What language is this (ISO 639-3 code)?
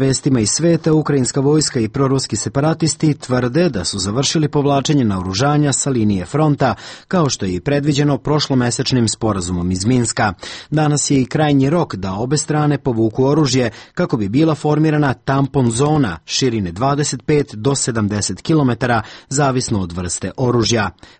srp